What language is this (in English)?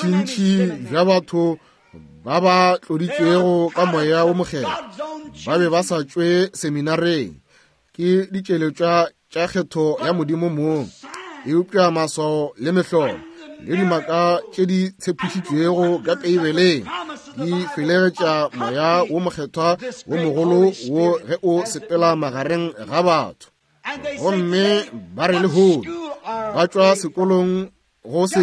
Northern Sotho